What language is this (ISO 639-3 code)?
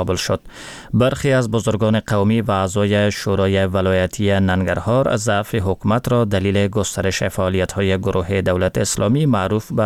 fas